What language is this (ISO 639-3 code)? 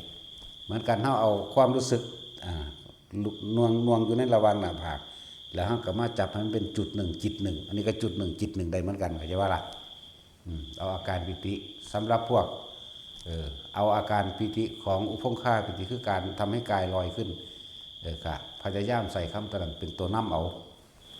lao